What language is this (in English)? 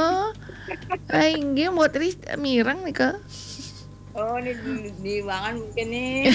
Balinese